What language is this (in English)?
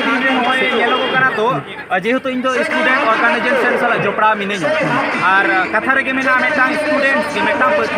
Santali